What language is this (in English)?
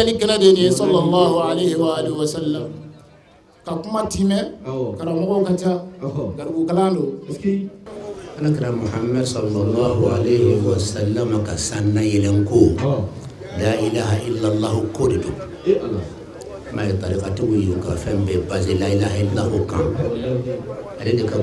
Bambara